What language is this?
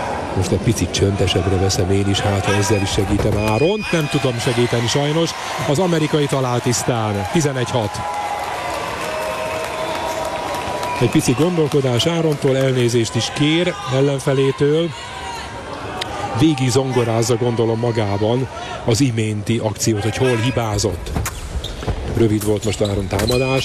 Hungarian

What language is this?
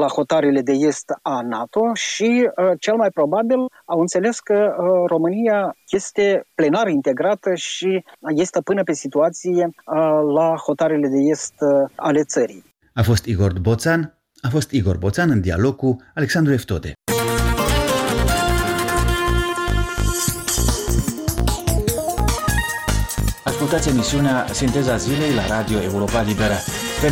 Romanian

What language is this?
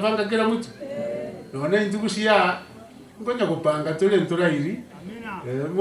Gusii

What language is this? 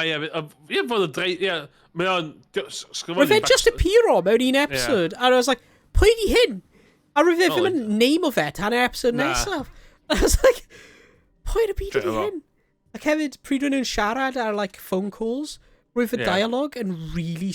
Welsh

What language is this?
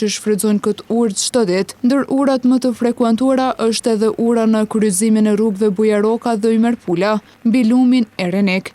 Albanian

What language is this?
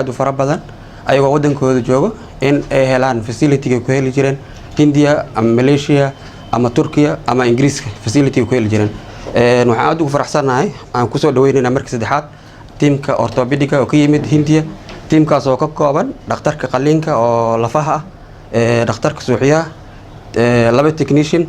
Somali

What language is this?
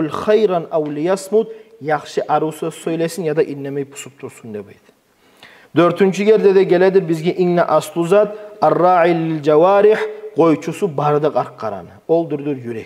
Kumyk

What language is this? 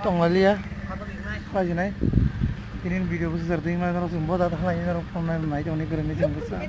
Kok Borok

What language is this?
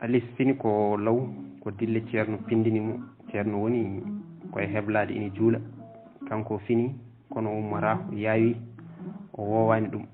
Fula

